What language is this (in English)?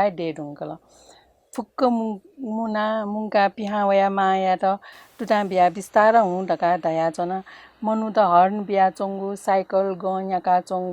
Newari